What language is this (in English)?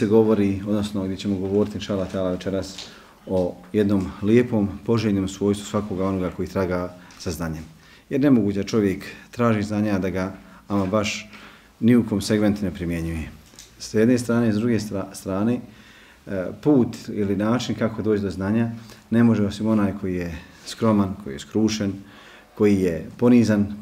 Bosnian